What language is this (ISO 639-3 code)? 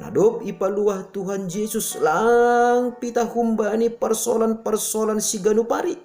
bts